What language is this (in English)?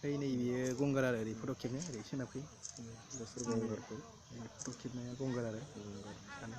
Bodo